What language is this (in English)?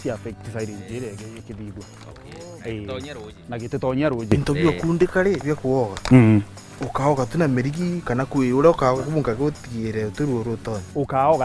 Meru